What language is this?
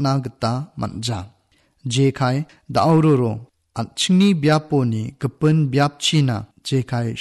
Garo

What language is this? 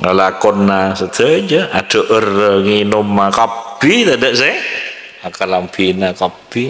Madurese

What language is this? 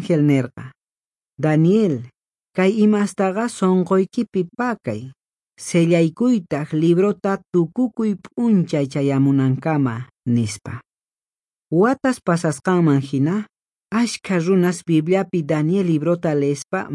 Quechua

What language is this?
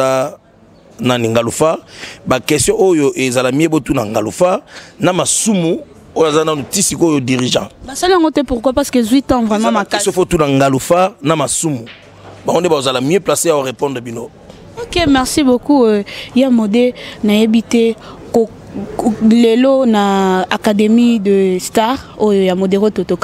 Lingala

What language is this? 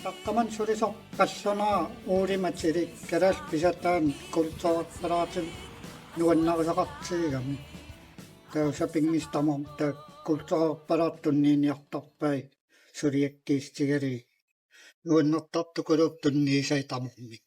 Kalaallisut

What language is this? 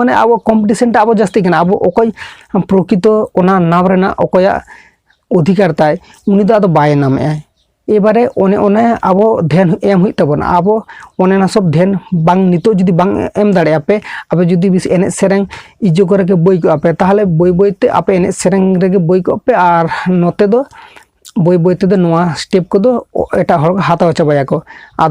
Santali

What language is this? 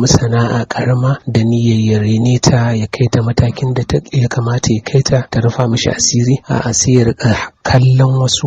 Hausa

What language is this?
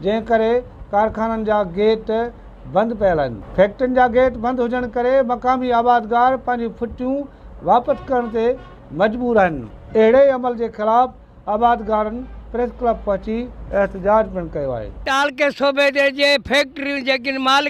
Sindhi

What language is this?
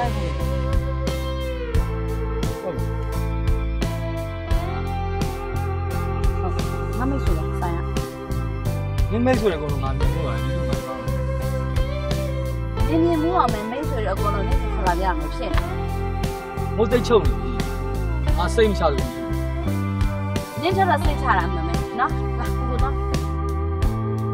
Burmese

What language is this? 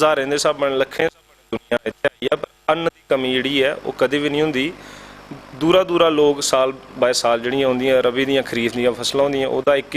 Dogri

